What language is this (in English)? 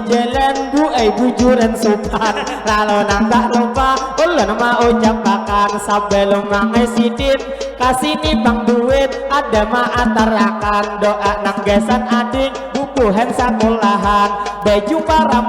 Banjar